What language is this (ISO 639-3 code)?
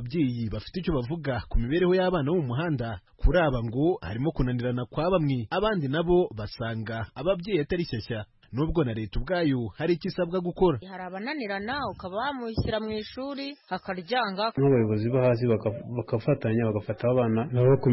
kin